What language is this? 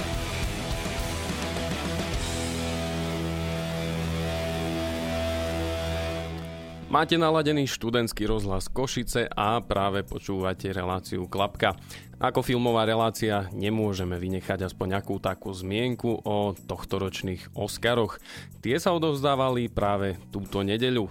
Slovak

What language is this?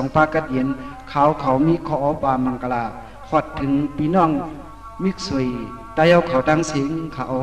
Shan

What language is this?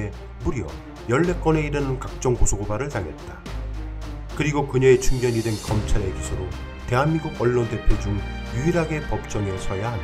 Korean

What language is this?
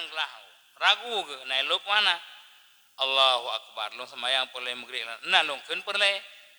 Achinese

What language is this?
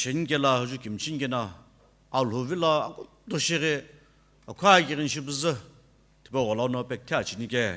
Sumi Naga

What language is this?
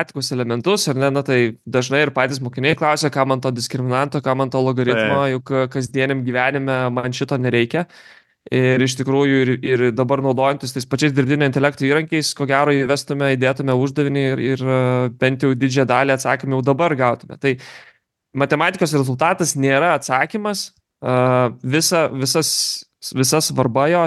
Lithuanian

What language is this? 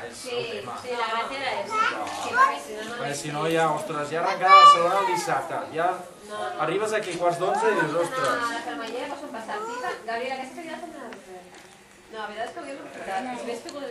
Catalan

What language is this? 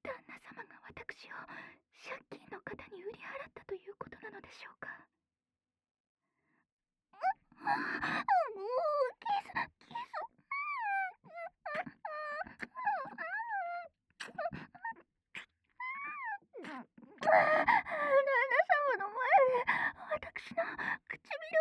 Japanese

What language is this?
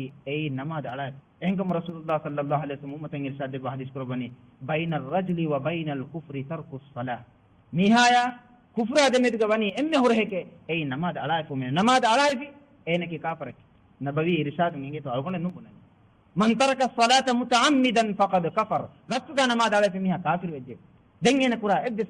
Divehi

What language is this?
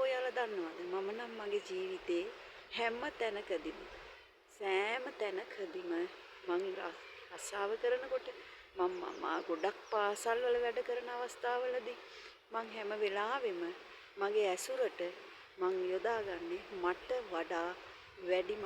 Sinhala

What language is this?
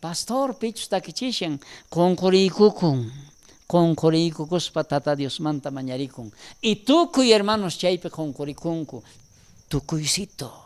South Bolivian Quechua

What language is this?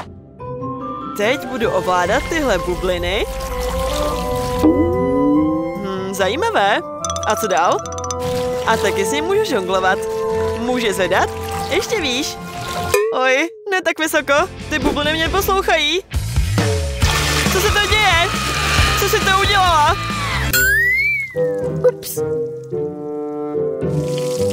Czech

